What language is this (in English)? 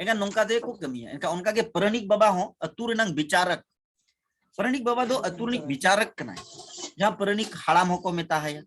Santali